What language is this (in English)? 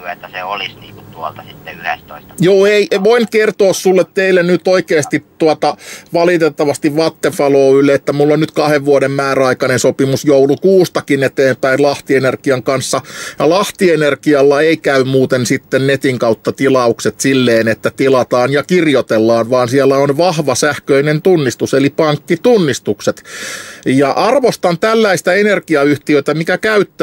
Finnish